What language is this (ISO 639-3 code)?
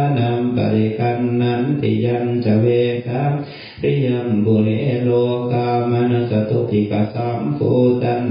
pli